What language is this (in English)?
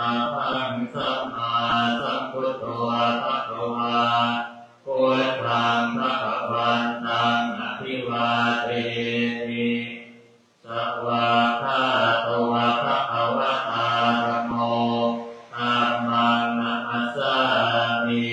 Pali